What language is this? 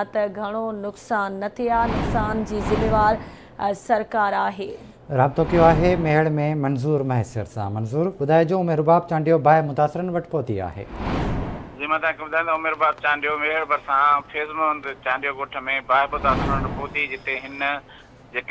Sindhi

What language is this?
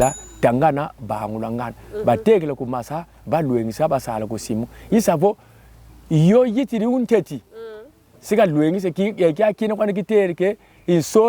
Kongo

